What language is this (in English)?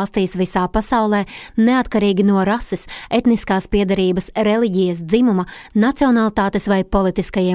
Latvian